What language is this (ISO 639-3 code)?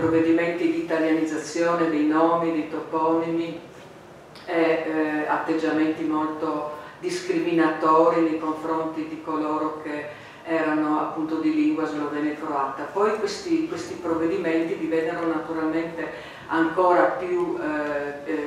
ita